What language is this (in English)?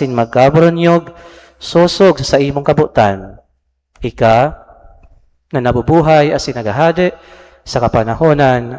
Bikol